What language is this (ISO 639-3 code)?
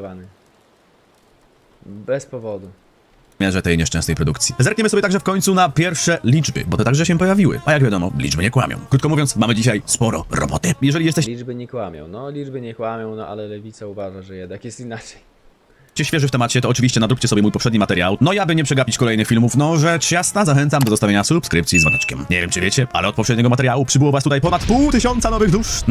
pol